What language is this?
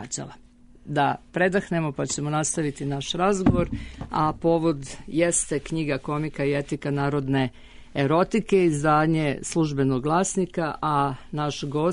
Serbian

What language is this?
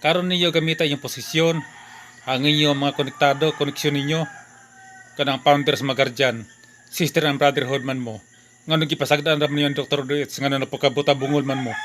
Cebuano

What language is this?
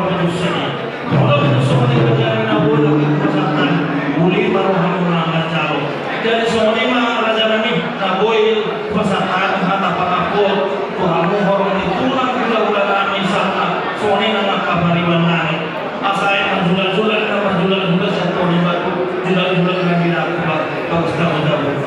Batak Toba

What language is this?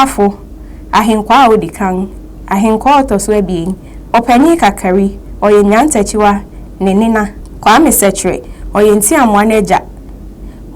Akan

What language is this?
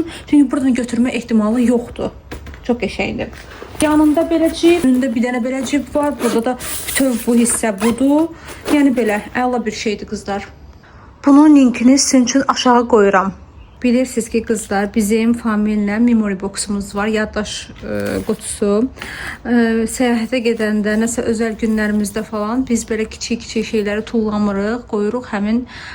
Azerbaijani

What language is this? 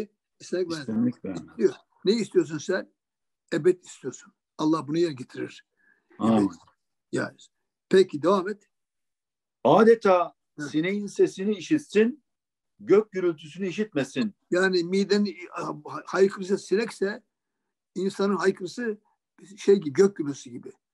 Turkish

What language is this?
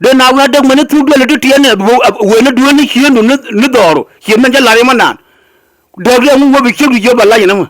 Nuer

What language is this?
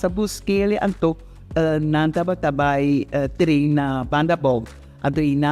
Papiamento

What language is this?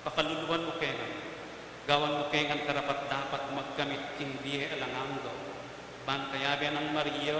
Pampanga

